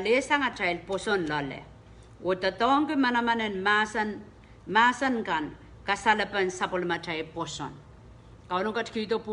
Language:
Pohnpeian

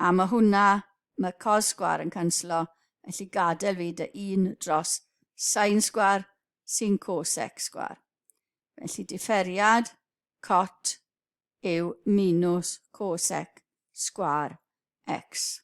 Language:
Welsh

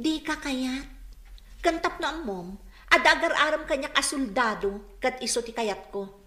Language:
Iloko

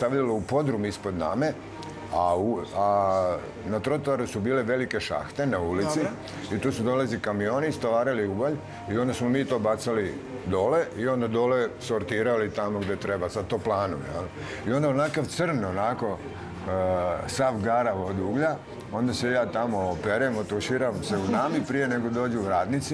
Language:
Serbian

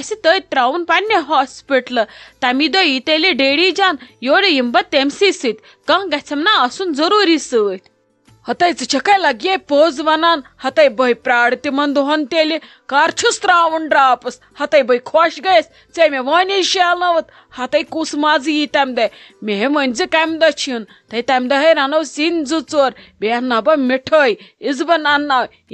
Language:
Kashmiri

